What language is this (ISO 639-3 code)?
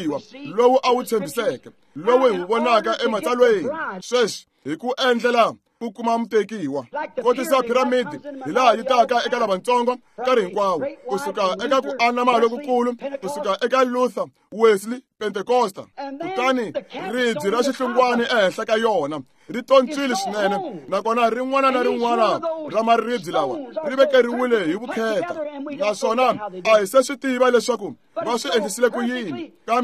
tso